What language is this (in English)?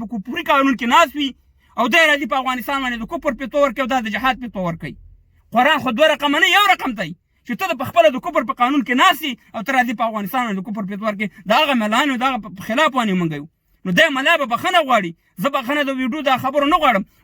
Pashto